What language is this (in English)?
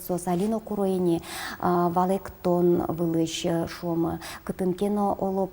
Udmurt